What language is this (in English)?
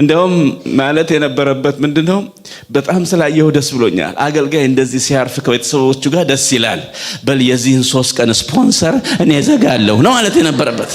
Amharic